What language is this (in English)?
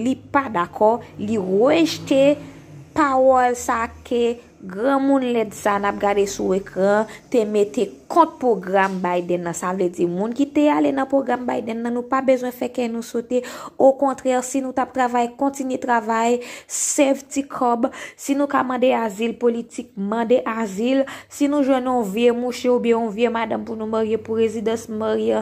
Haitian Creole